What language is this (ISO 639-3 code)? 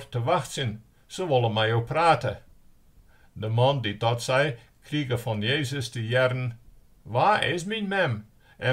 fry